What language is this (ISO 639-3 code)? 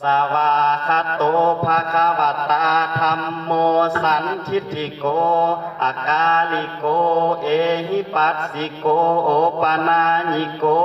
pli